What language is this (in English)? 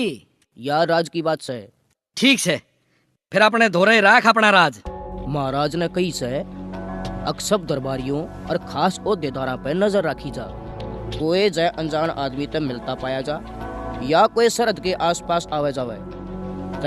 Haryanvi